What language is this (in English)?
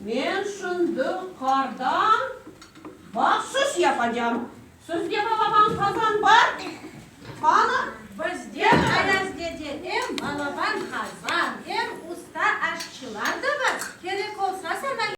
Crimean Tatar